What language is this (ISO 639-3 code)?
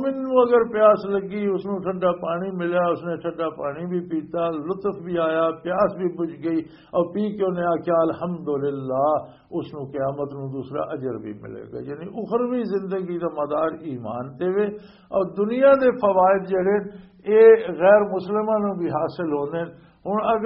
lah